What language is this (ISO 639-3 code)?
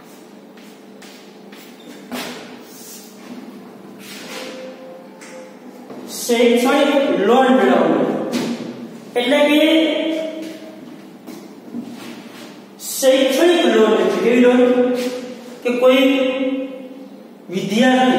guj